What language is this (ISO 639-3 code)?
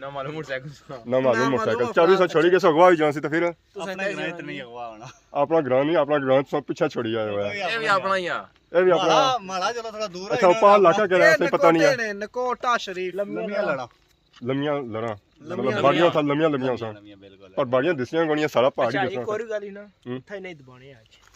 phr